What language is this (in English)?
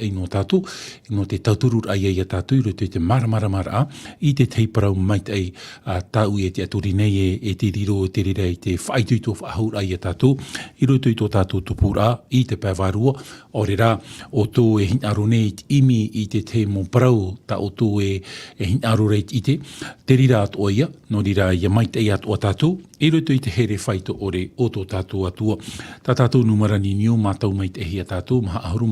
Tahitian